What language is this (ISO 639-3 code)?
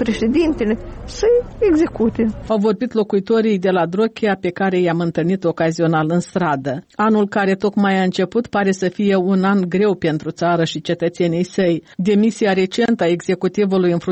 ron